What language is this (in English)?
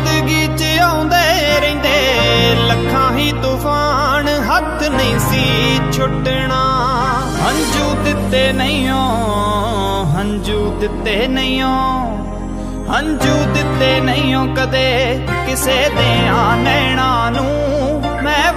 Punjabi